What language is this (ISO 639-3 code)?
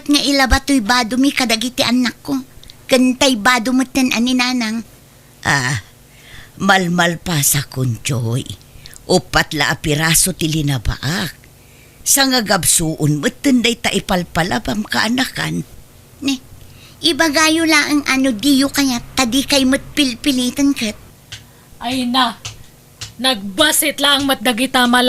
ilo